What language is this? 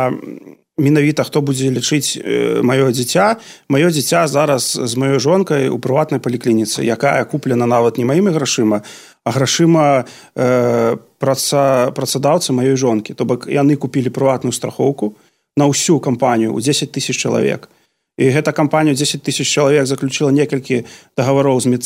Belarusian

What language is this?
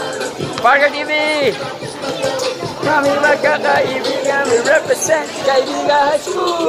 Filipino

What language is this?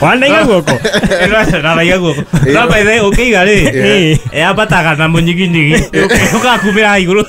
Kikuyu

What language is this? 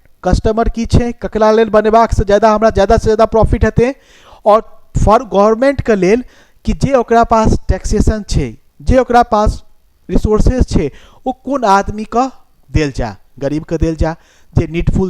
Maithili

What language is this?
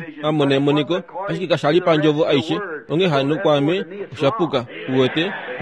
Kuanyama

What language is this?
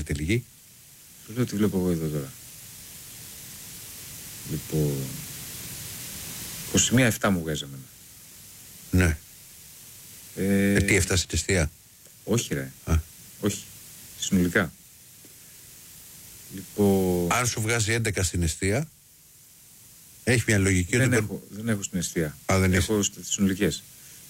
Greek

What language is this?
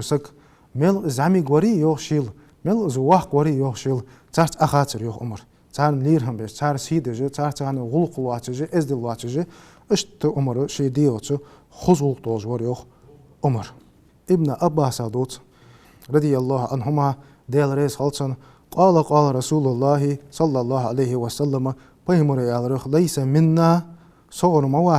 Ingush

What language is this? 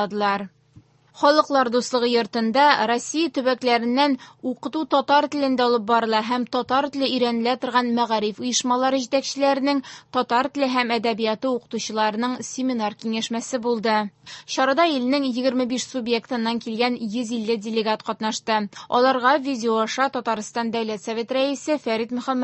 Tatar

